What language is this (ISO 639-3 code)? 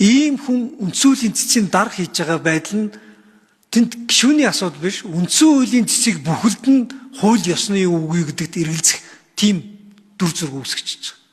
mon